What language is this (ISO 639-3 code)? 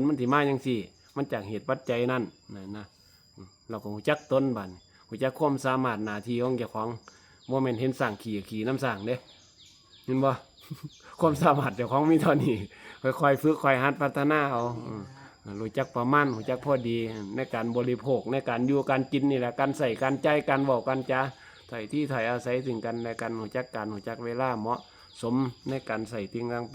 tts